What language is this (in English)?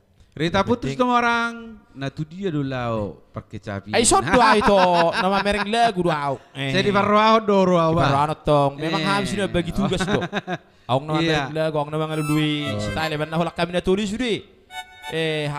Batak Toba